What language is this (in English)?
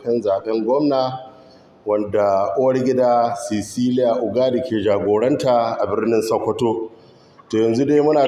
Hausa